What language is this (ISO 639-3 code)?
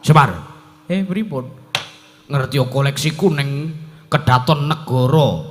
jav